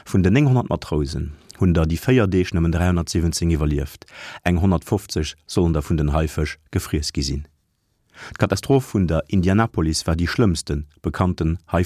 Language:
Luxembourgish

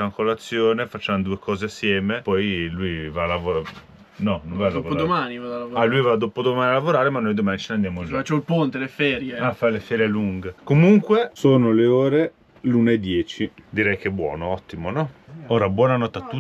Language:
Italian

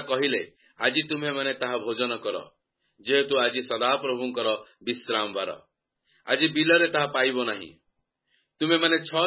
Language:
Odia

